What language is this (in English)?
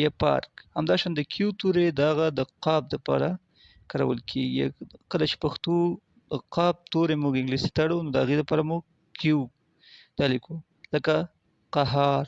Pashto